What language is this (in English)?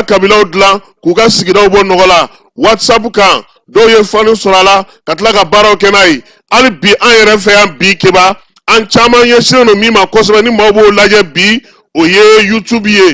Bambara